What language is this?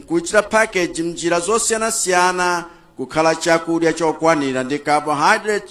Nyanja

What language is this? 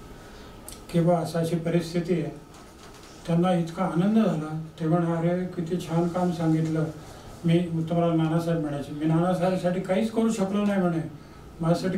Marathi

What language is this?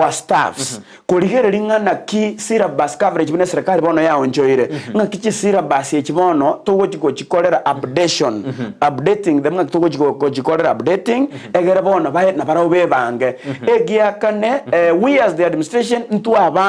Gusii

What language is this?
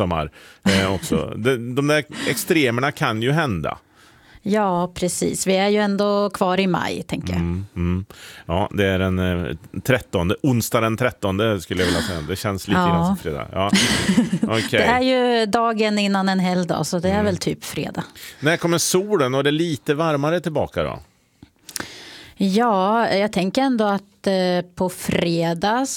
Swedish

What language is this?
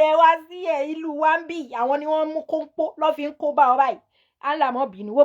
Yoruba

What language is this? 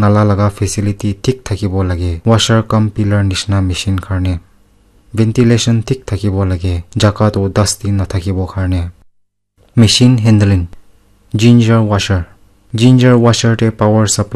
Naga Pidgin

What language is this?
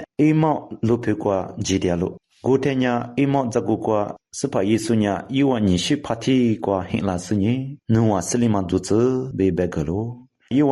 Lisu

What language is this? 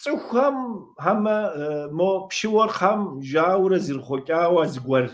Kabardian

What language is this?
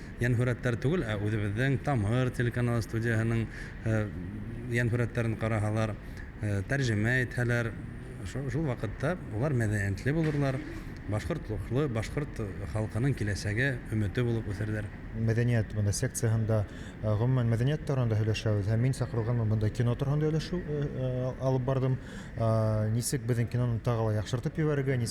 Bashkir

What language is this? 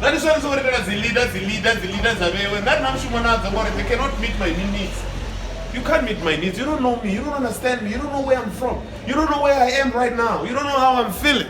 Venda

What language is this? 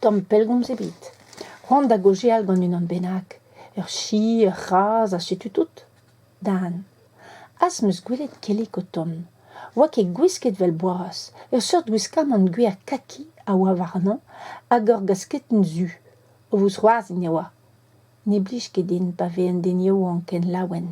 Breton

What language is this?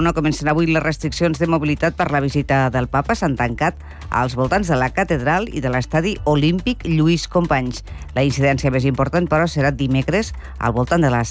Catalan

